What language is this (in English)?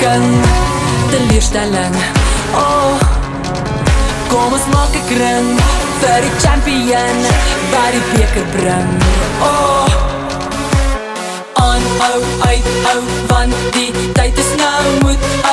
Afrikaans